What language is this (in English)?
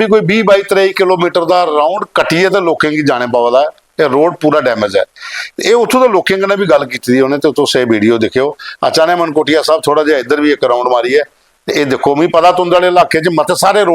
Dogri